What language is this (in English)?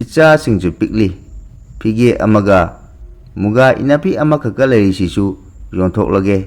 Manipuri